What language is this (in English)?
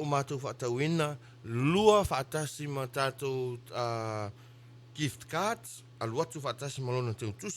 Samoan